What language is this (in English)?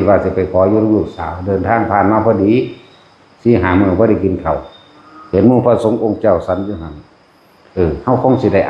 Northeastern Thai